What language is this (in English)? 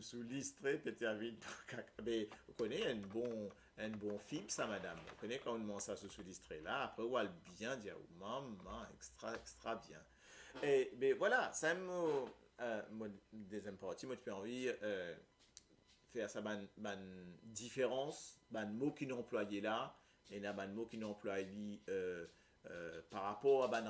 Morisyen